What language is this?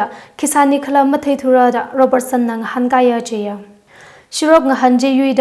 Tangkhul Naga (India)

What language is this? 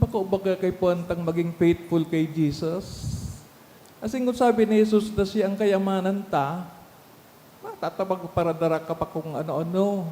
Bikol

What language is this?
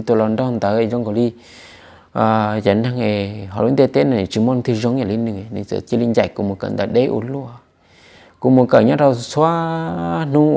Hmong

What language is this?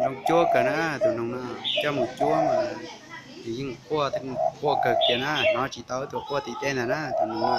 Hmong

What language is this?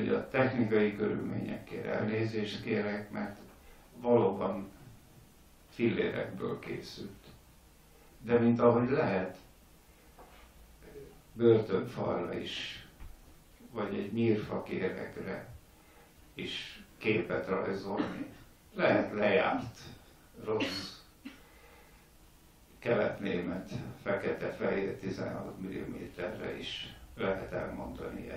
Hungarian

